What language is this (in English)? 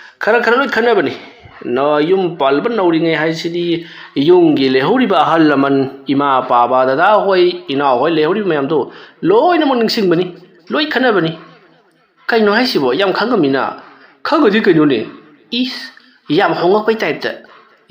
Manipuri